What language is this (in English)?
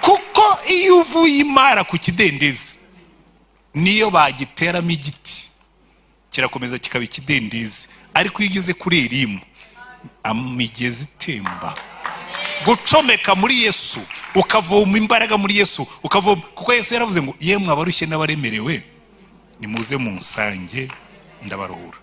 Kinyarwanda